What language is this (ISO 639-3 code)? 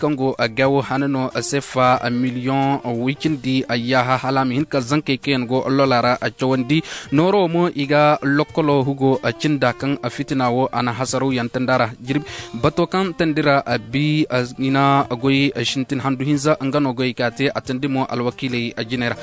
dje